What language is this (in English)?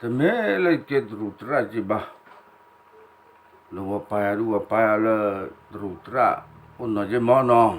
S'gaw Karen